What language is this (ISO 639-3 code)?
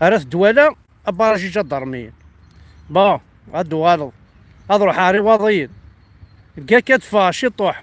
kab